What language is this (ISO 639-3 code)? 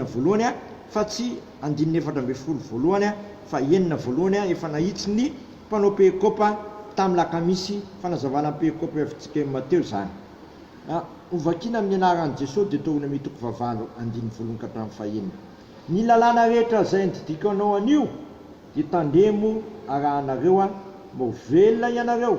mlg